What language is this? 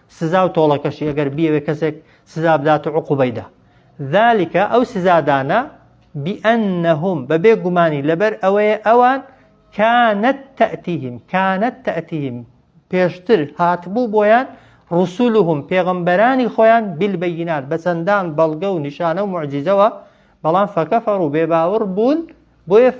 Central Kurdish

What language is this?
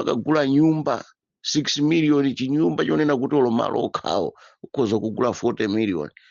Nyanja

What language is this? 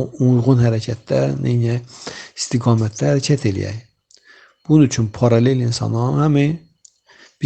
Azerbaijani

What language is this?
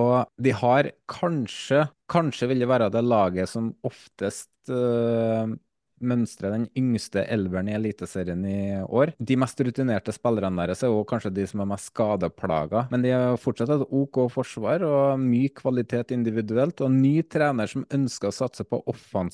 Norwegian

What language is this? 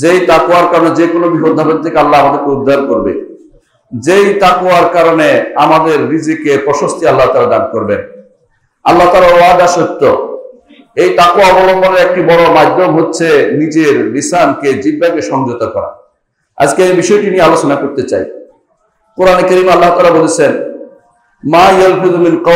Bangla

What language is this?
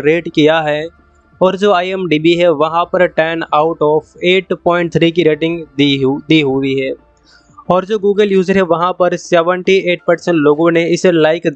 Hindi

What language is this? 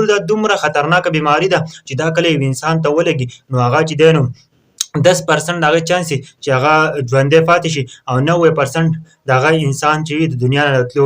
Pashto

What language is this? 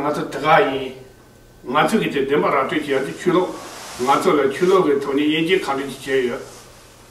Tibetan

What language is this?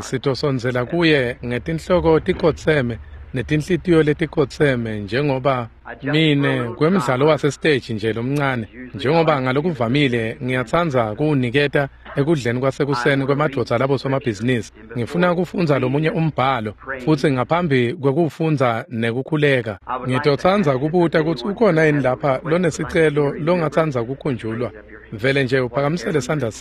Swati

